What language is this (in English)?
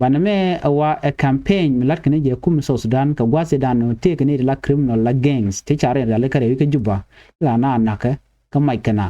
Nuer